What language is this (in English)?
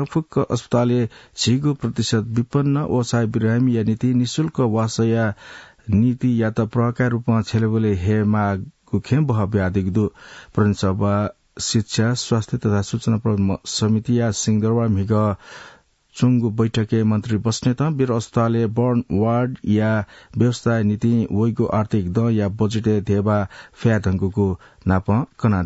Newari